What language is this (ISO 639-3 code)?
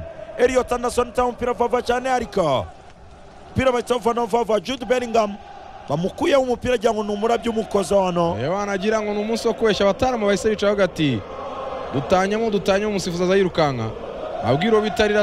kin